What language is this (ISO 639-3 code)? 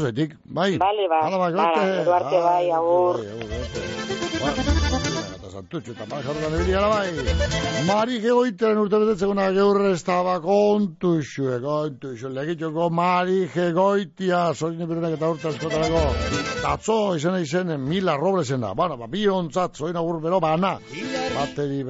eus